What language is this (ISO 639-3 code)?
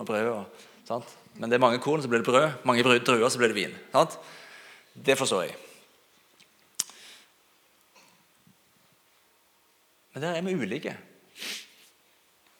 nor